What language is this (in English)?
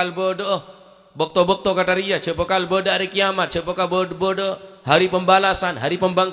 Madurese